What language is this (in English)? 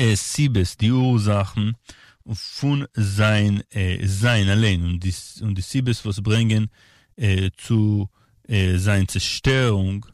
Yiddish